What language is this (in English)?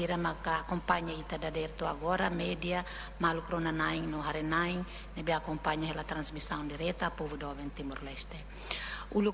Tetum